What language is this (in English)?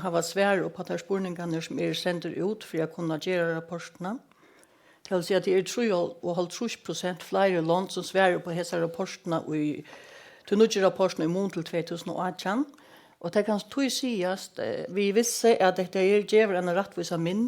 Faroese